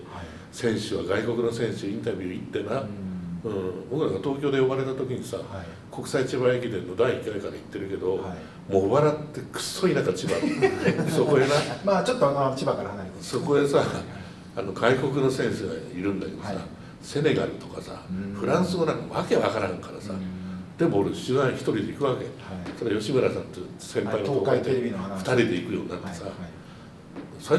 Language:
Japanese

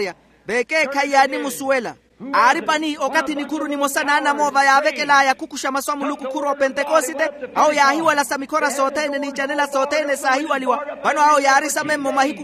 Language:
Makhuwa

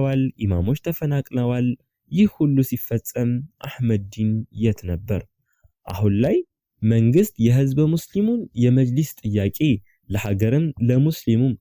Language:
Amharic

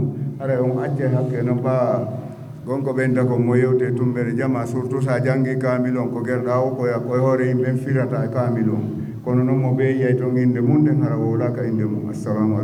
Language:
Fula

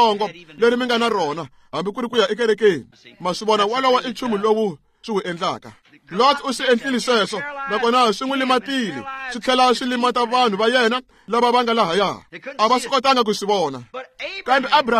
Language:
Tsonga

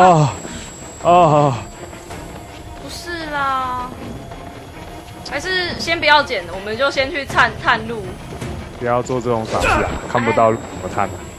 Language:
Chinese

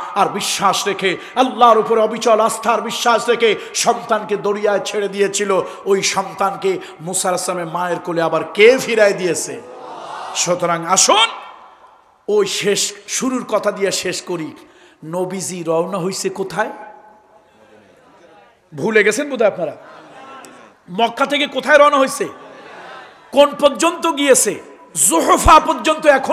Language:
Bangla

